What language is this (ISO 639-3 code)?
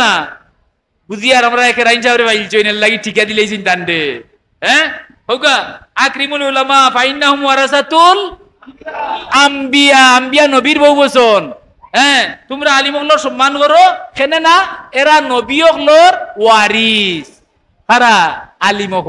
syl